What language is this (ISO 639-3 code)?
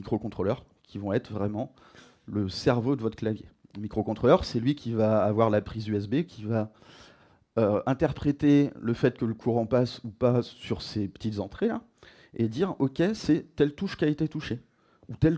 fra